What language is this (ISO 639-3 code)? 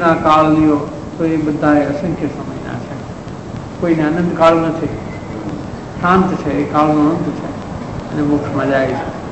guj